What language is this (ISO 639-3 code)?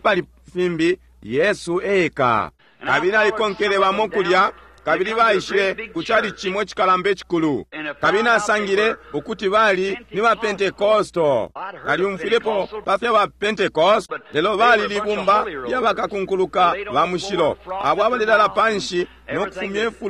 bem